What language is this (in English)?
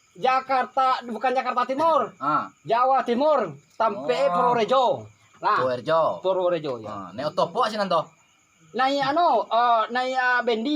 Minangkabau